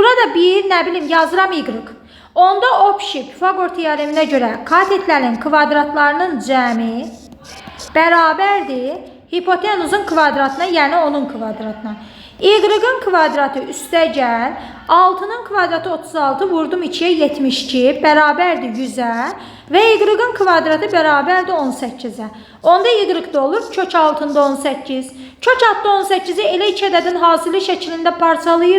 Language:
Azerbaijani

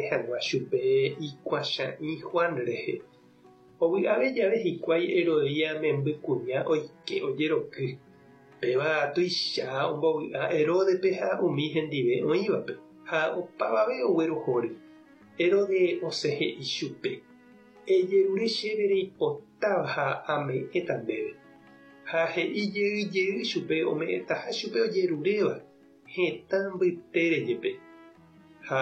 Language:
Guarani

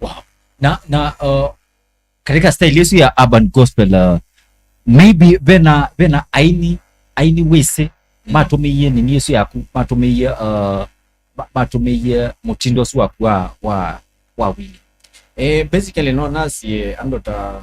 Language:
Kamba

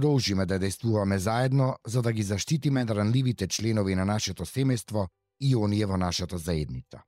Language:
Macedonian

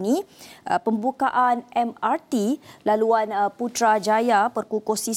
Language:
Malay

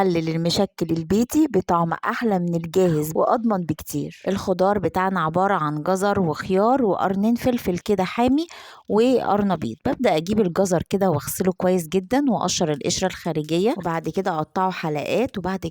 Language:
Egyptian Arabic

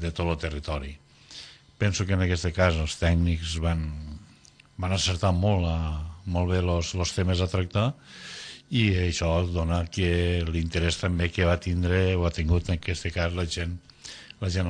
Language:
Catalan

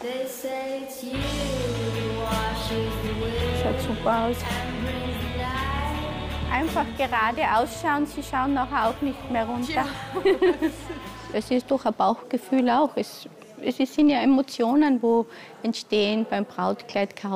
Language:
German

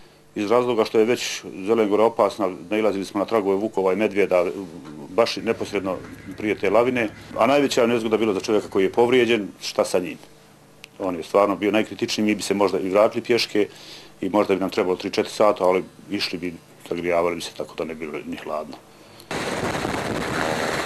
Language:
Bosnian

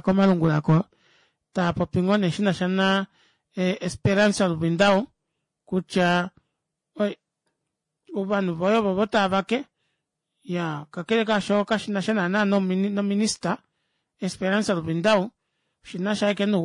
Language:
Kuanyama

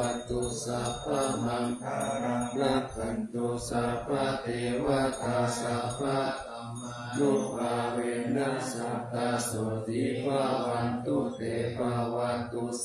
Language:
Pali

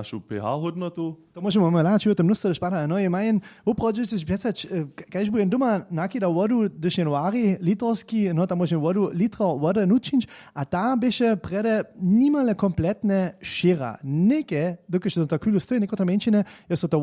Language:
Upper Sorbian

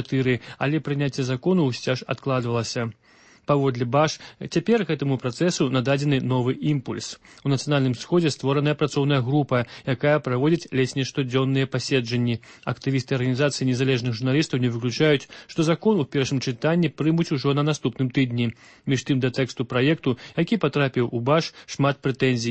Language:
Belarusian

